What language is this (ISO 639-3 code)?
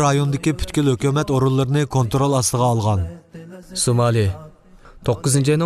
uig